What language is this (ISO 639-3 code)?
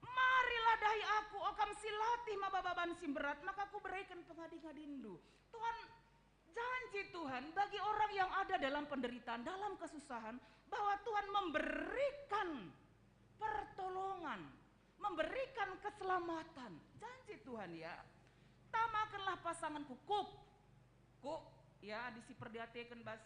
btx